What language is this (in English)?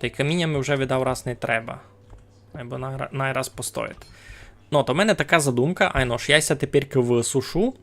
Rusyn